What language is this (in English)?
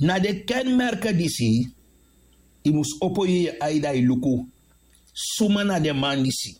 Sranan Tongo